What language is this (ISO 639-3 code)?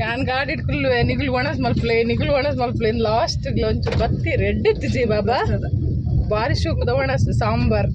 tcy